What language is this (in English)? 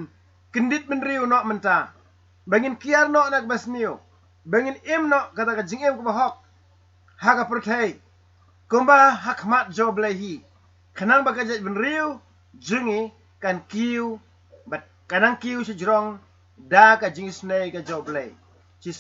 Khasi